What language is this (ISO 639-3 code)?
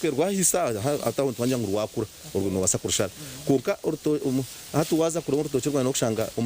nyn